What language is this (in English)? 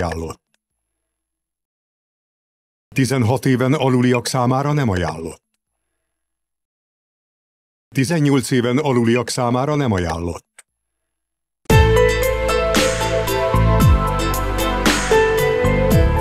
Hungarian